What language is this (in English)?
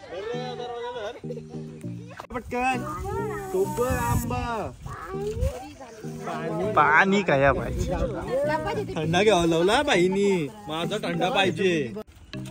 Marathi